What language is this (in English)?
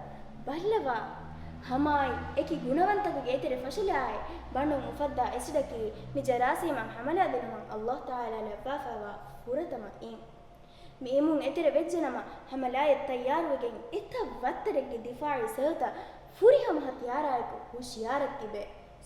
Divehi